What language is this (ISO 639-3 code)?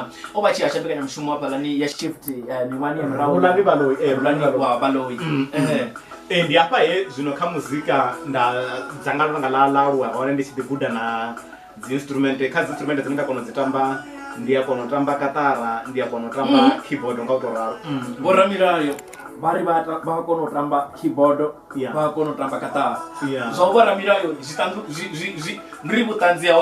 ven